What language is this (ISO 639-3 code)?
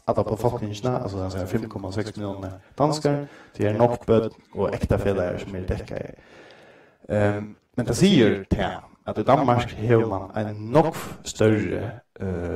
fao